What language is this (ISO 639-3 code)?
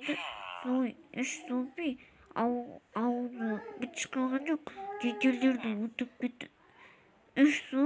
kaz